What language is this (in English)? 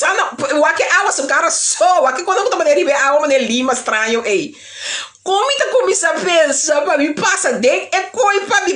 Papiamento